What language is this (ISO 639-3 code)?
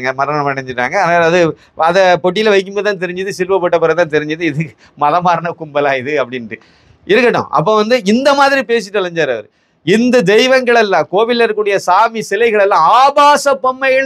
tam